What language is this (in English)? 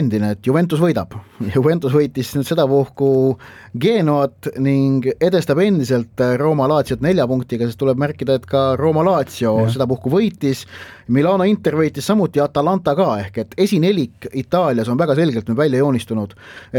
Estonian